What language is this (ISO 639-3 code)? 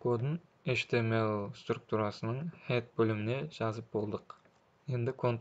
kaa